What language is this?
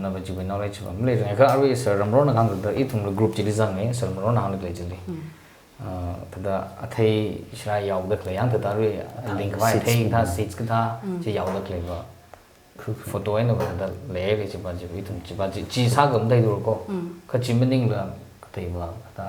Tangkhul Naga (India)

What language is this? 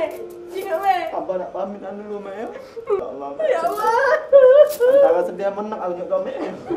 Musi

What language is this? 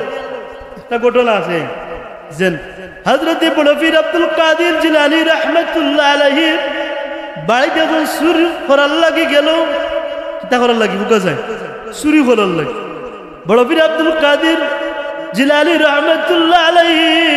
Sylheti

